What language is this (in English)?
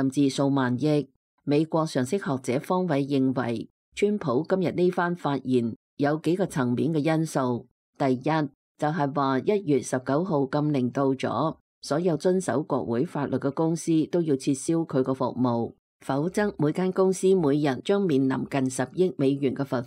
Cantonese